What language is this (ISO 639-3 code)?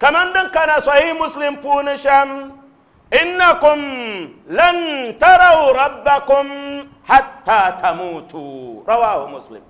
dag